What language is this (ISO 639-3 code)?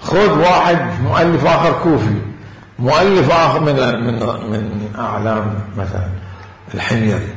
acm